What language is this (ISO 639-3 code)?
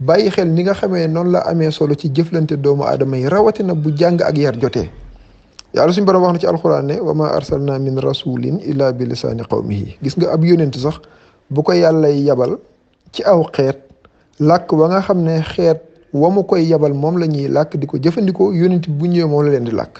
wol